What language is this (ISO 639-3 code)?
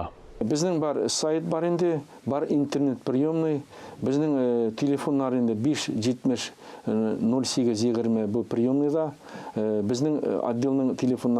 tat